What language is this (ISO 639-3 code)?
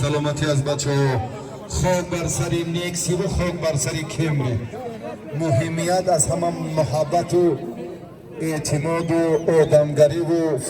tgk